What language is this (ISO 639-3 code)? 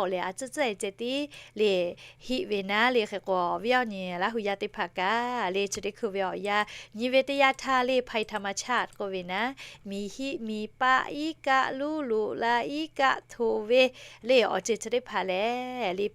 lhu